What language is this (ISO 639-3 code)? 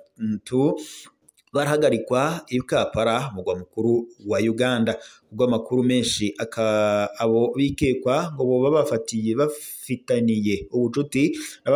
run